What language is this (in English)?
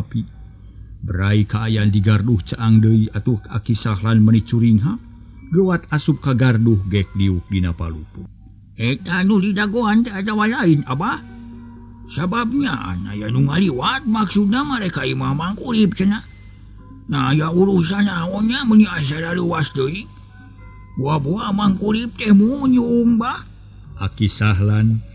Sundanese